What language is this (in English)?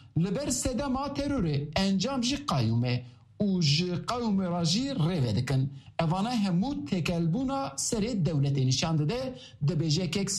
Kurdish